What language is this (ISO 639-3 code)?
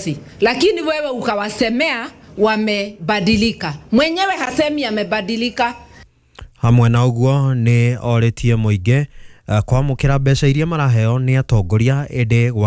kik